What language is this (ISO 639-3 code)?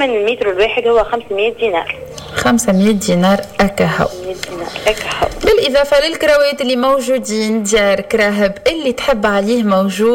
aeb